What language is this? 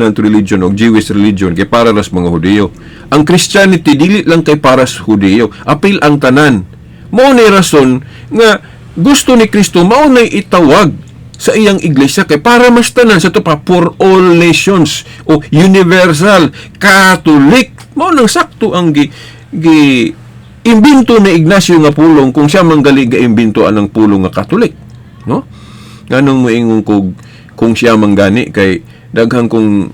Cebuano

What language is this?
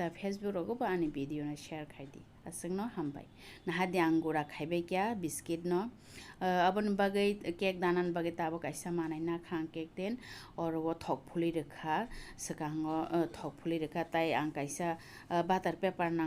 Kok Borok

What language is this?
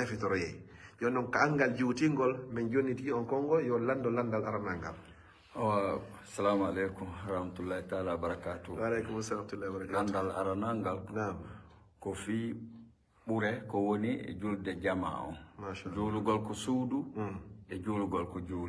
Fula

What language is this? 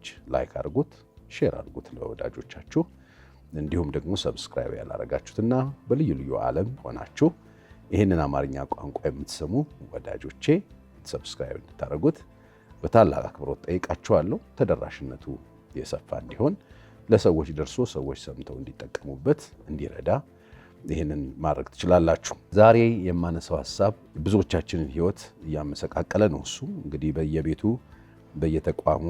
Amharic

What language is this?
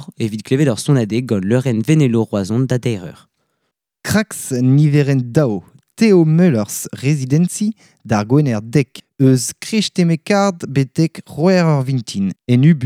Breton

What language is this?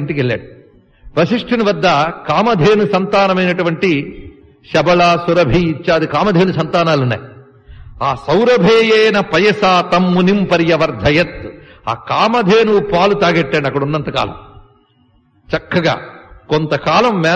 Telugu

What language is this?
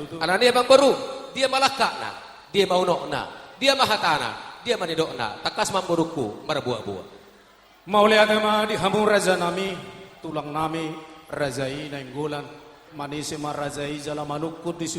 Batak Toba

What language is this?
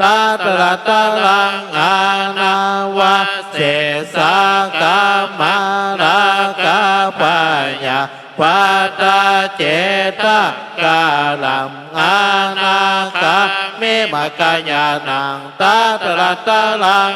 Pali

